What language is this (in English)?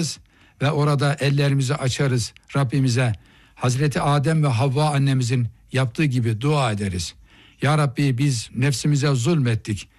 Turkish